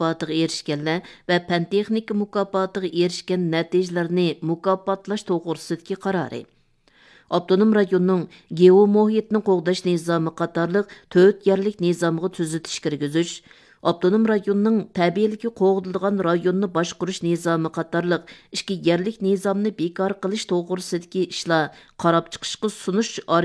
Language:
Uyghur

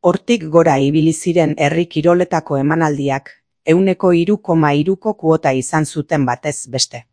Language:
Basque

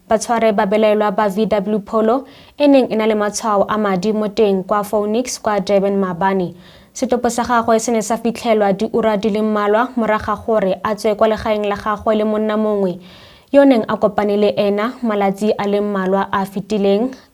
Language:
Tswana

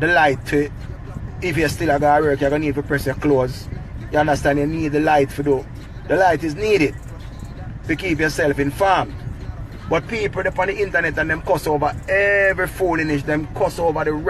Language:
Jamaican Creole English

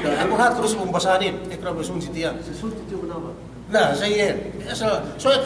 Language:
Yakan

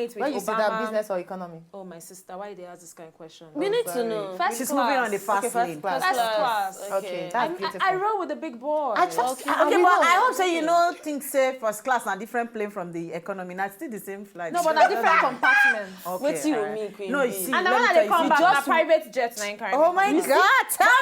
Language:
Nigerian Pidgin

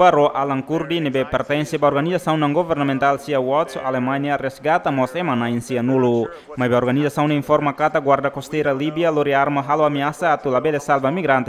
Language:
Tetum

